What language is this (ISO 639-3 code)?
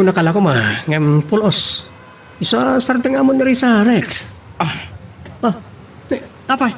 ilo